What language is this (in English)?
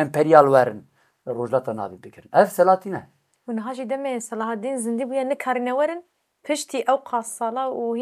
Kurdish